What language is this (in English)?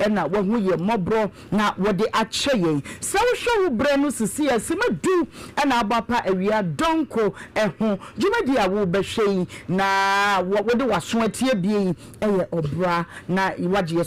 Akan